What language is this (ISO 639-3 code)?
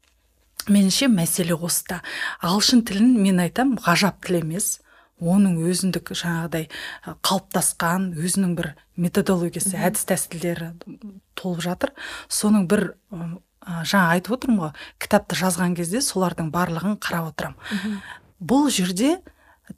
kaz